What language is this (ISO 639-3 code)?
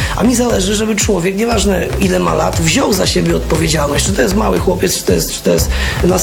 pol